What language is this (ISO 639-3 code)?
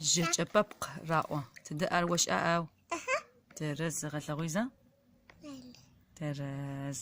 ady